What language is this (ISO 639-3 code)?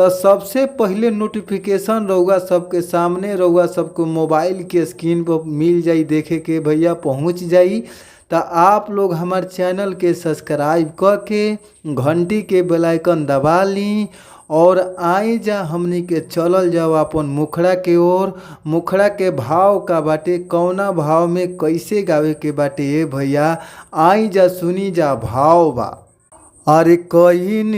bho